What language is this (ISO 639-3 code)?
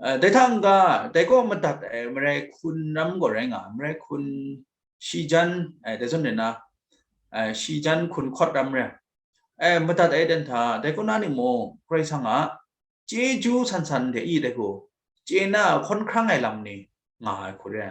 kac